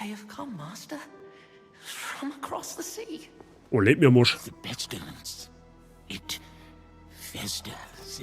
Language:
Bavarian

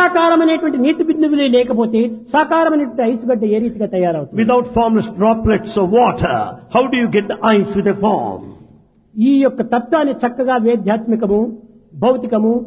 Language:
Telugu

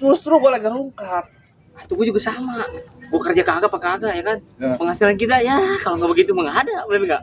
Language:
Betawi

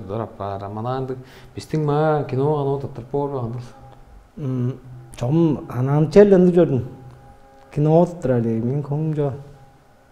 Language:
Tuvinian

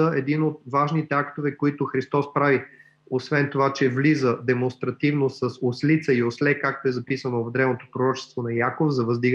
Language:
Bulgarian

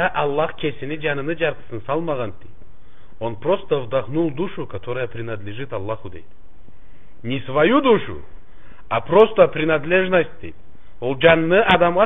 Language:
Karachay-Balkar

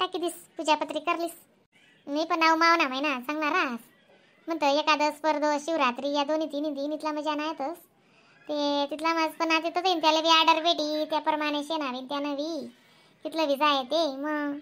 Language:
Khandesi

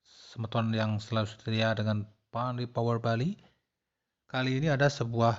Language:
Balinese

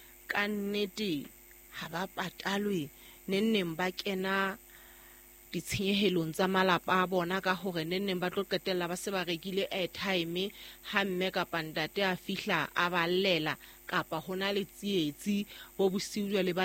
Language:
Southern Sotho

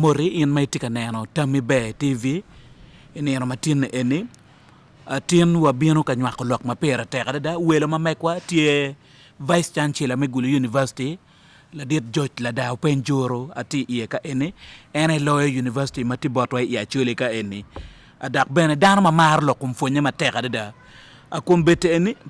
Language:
Acoli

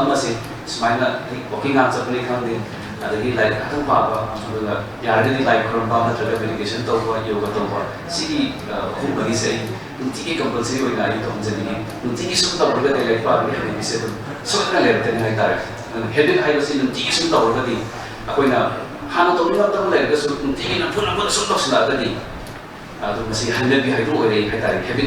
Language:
Manipuri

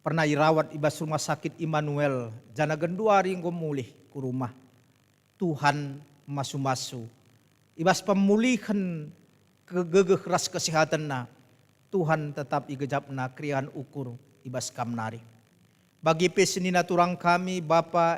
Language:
Batak Karo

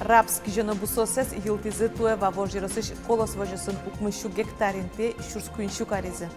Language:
Udmurt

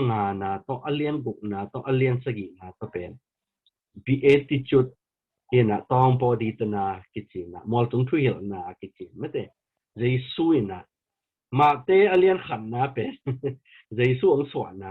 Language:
Tedim Chin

